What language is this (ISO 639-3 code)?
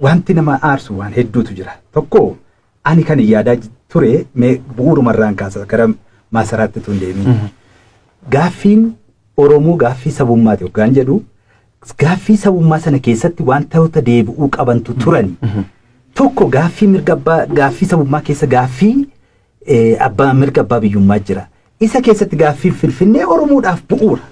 orm